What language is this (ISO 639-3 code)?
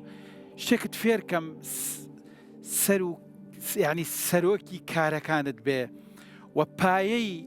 ckb